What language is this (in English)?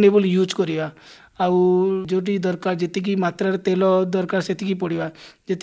Odia